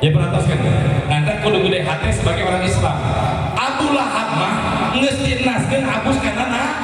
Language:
Sundanese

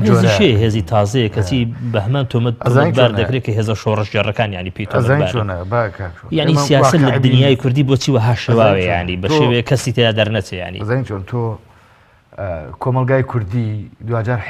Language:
Central Kurdish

